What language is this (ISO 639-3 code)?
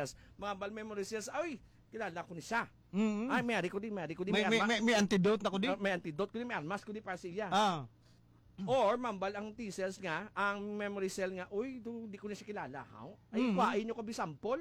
hil